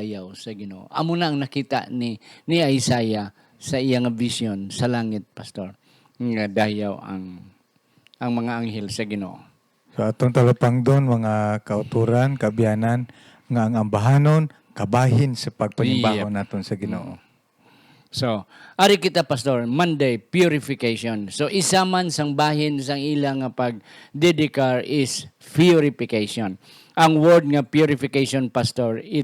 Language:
Hiligaynon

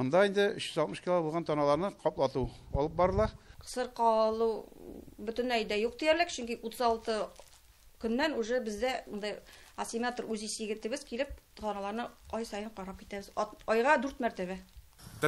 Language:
Tatar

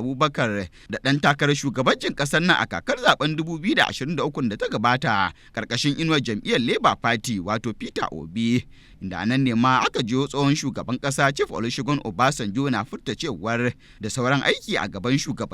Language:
Hausa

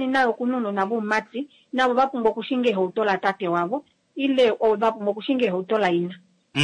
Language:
Kuanyama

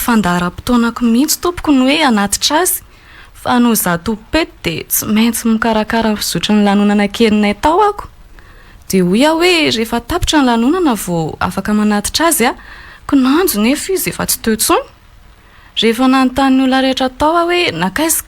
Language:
Malagasy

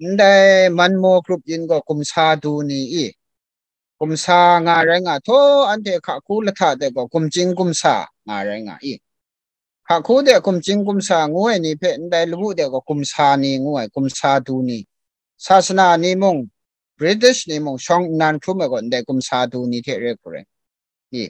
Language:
Kachin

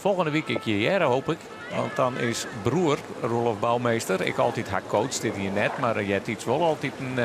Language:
Western Frisian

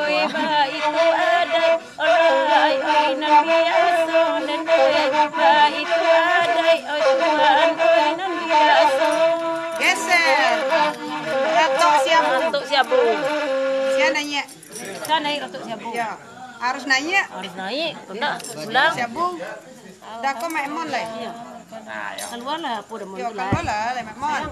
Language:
Minangkabau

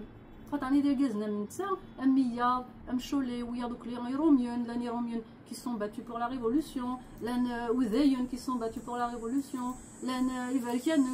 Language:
Kabyle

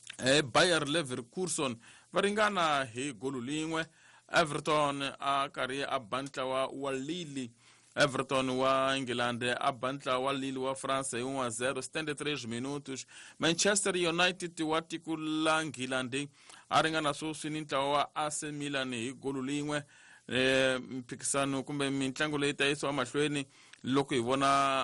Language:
Tsonga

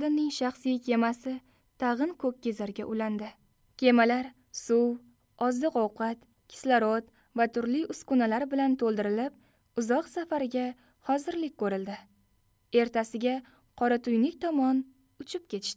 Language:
Uzbek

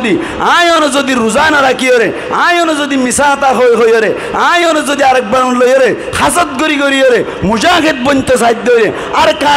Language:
Rohingya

